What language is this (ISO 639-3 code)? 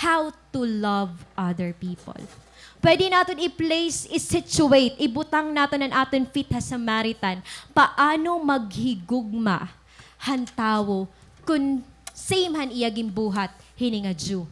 war